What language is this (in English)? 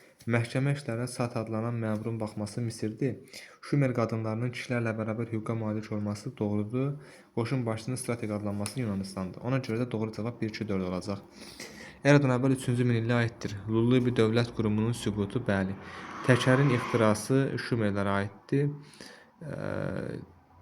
Azerbaijani